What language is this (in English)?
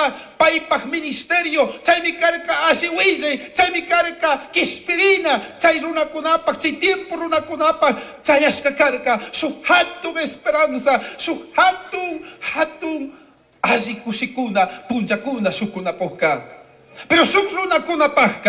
Chimborazo Highland Quichua